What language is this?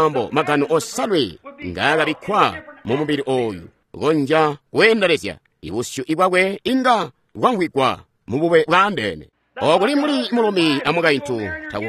Tonga (Zambia)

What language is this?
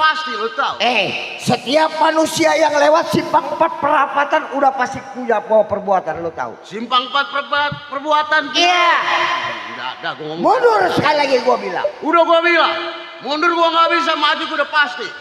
Betawi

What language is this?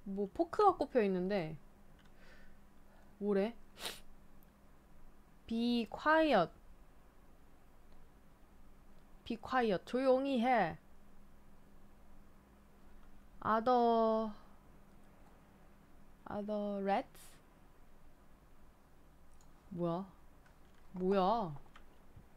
Korean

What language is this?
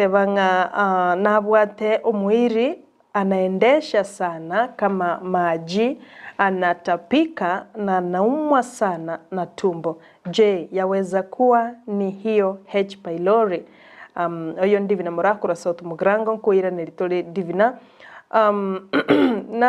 Gusii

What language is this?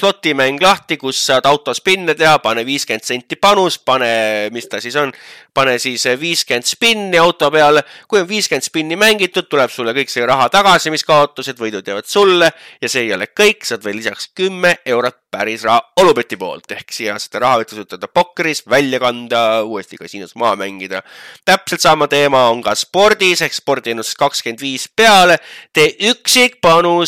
Estonian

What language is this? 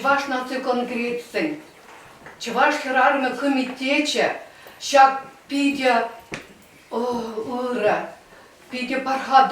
Chuvash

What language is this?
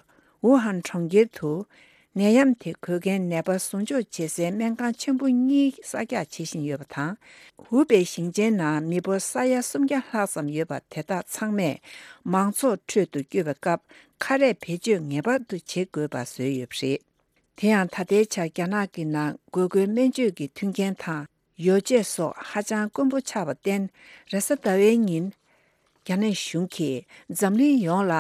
Tibetan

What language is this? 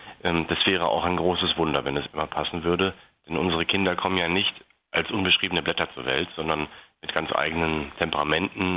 German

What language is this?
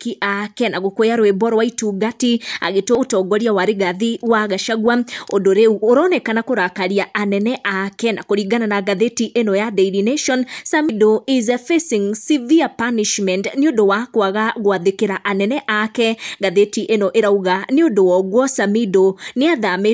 Kikuyu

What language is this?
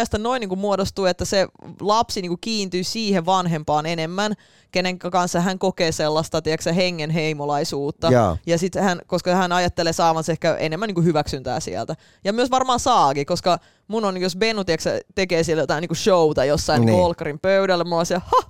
Finnish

